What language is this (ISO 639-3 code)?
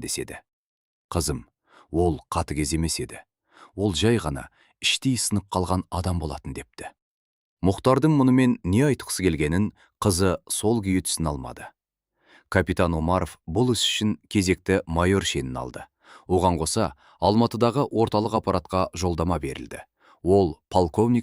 kaz